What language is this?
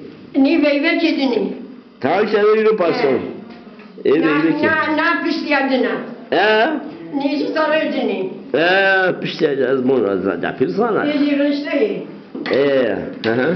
Zaza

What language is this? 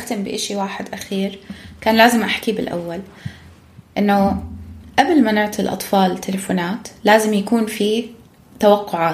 North Levantine Arabic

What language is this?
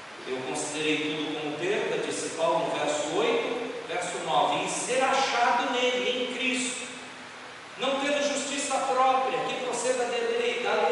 Portuguese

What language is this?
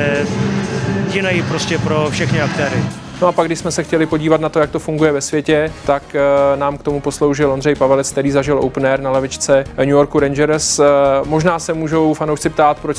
Czech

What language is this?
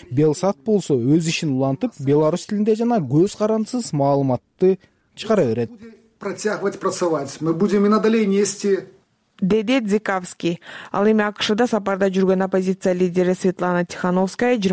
Kyrgyz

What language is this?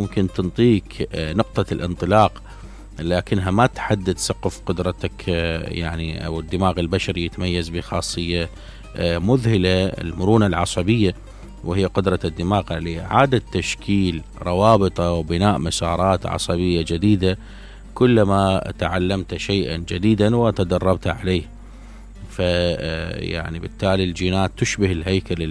Mesopotamian Arabic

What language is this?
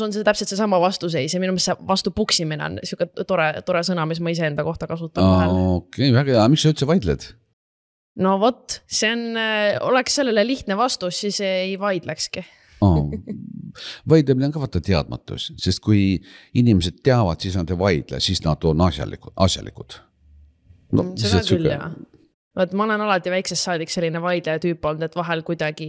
Estonian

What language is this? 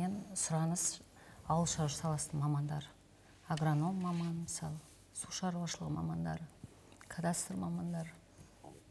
Kazakh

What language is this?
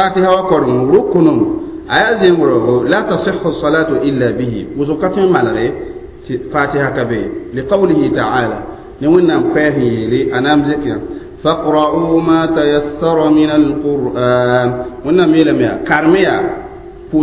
Mossi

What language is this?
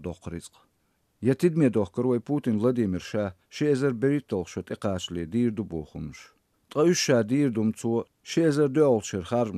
Chechen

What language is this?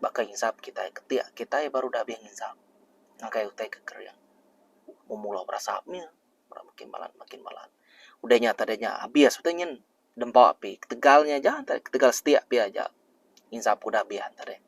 Iban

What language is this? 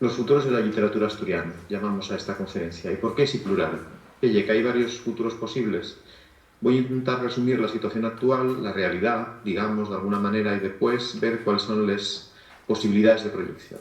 Asturian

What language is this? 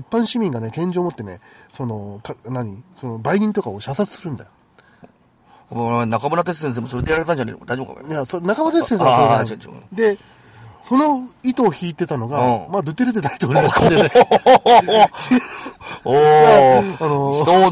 Japanese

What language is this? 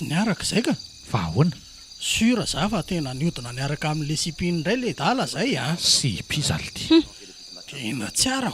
Malagasy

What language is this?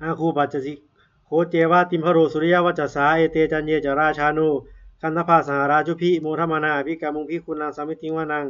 Pali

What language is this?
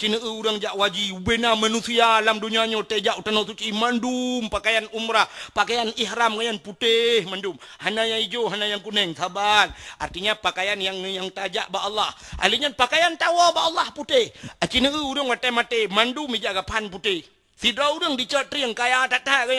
Achinese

